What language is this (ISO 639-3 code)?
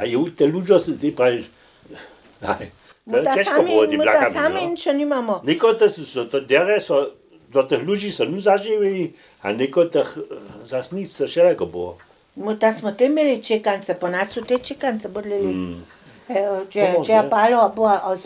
hsb